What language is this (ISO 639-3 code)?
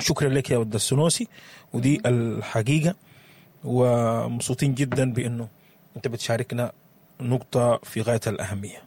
apd